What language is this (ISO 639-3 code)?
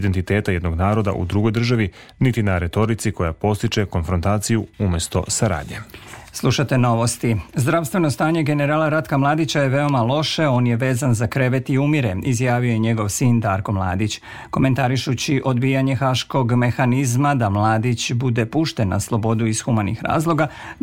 srp